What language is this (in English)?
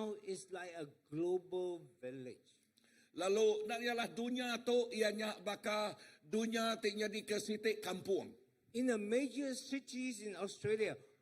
Iban